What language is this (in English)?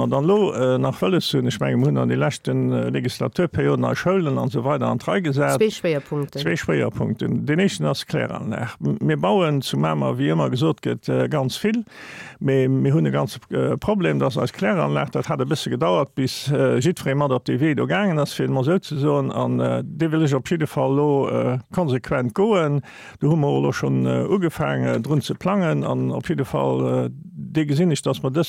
Luxembourgish